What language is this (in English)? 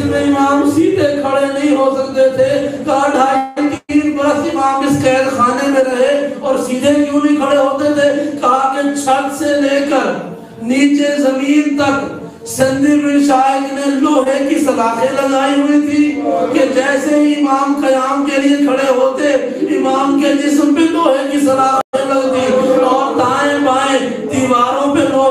Urdu